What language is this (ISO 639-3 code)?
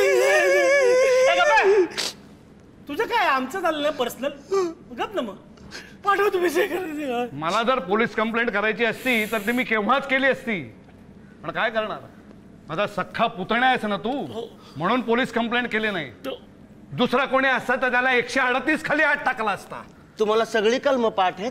mar